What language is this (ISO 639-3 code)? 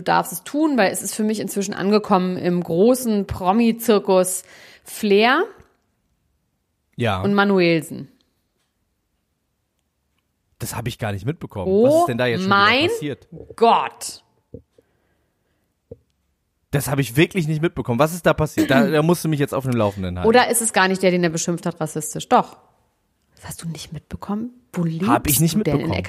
deu